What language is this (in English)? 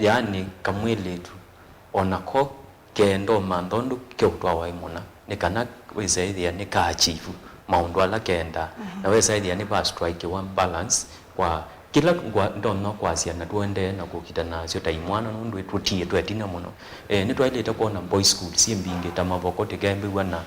Kamba